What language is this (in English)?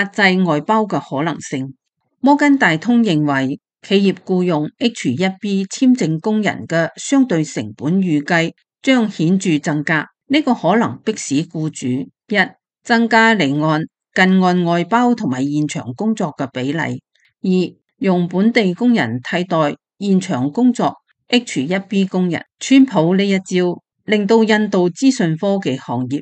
Cantonese